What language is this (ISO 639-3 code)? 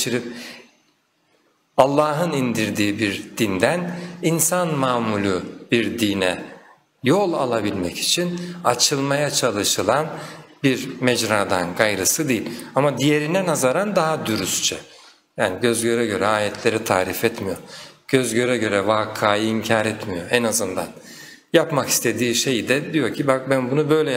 tur